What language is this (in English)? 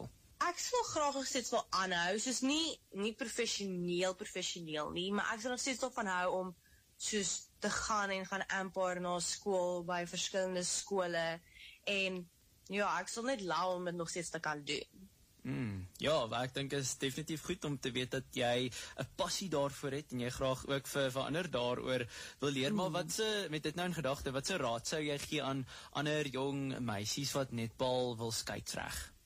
Afrikaans